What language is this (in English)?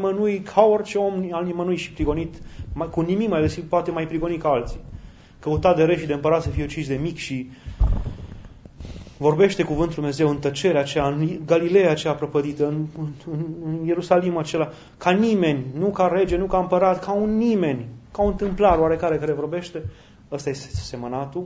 Romanian